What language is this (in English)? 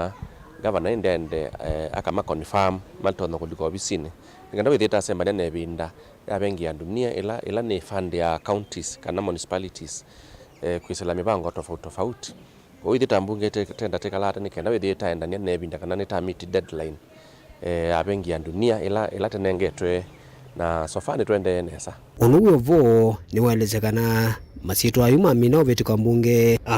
Kamba